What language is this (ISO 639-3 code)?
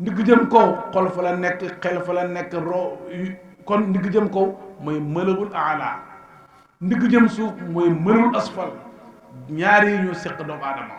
wol